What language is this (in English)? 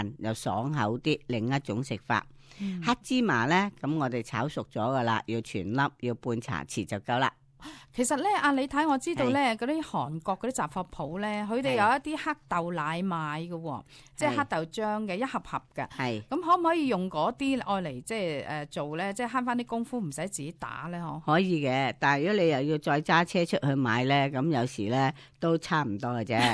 Cantonese